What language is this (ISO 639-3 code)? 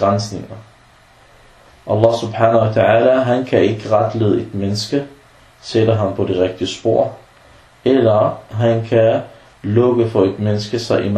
dan